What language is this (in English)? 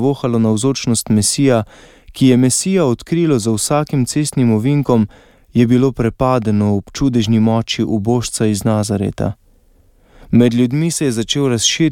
Slovenian